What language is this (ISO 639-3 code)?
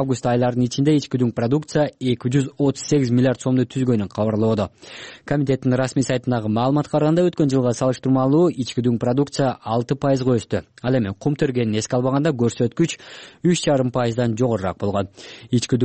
kir